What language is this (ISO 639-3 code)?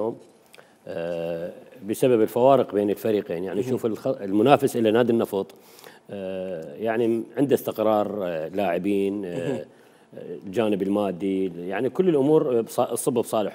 acm